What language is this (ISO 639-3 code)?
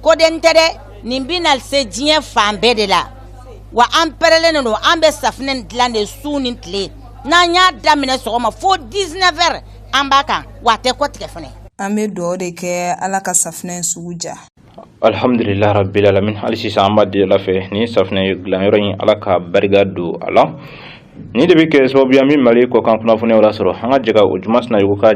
bam